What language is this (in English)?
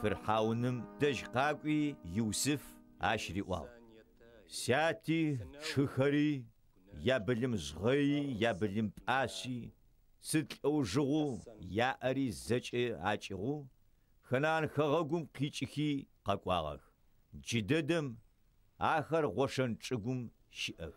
Adyghe